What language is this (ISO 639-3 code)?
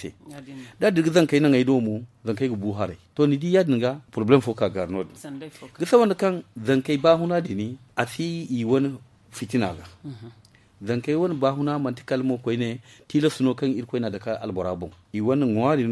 dje